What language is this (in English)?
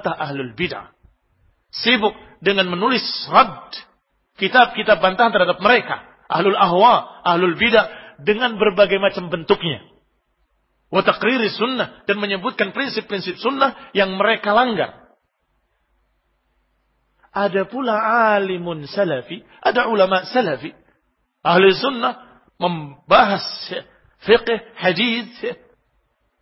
Indonesian